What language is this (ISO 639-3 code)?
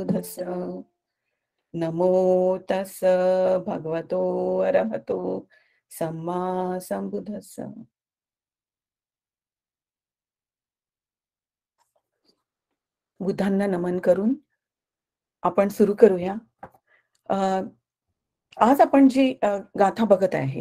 mar